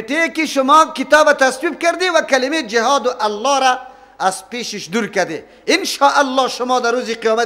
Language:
Persian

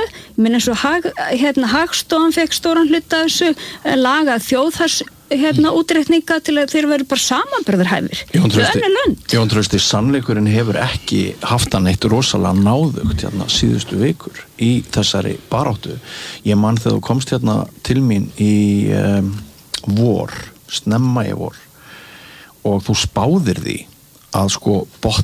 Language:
Icelandic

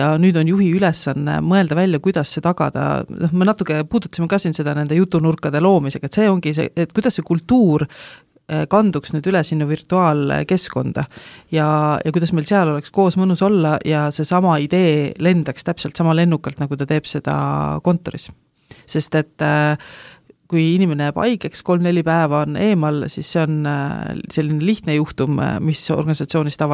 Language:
Estonian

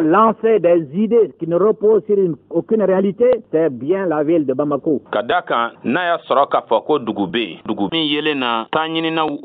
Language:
Bambara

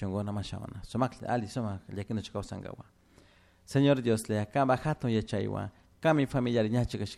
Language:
Chimborazo Highland Quichua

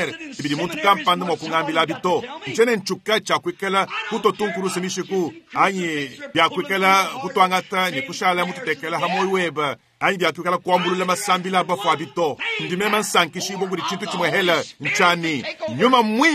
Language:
Luba-Lulua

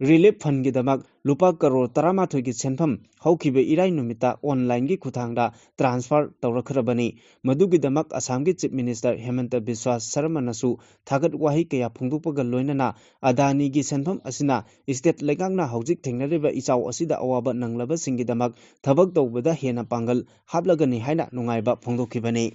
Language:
Manipuri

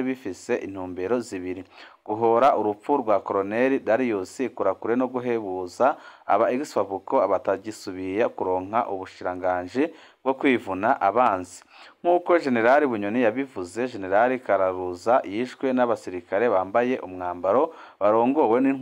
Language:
Rundi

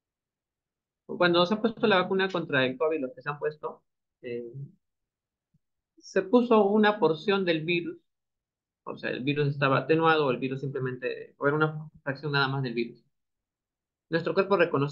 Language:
Spanish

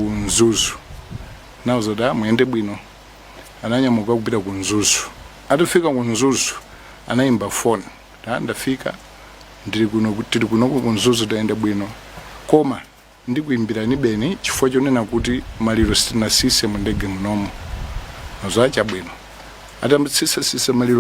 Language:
Nyanja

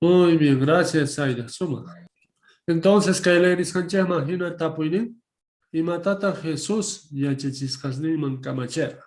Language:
South Bolivian Quechua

